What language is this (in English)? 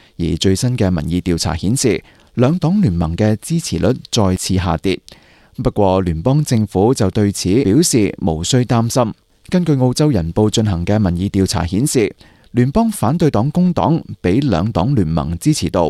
Cantonese